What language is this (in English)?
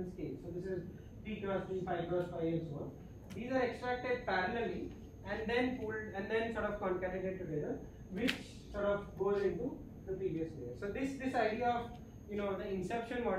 English